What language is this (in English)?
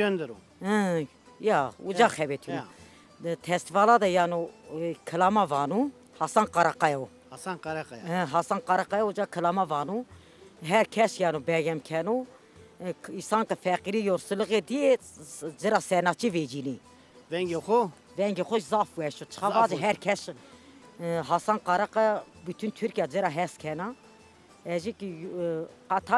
Zaza